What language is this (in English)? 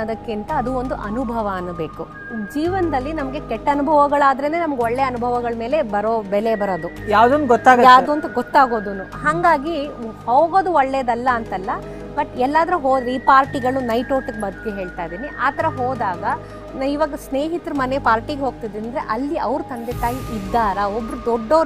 Kannada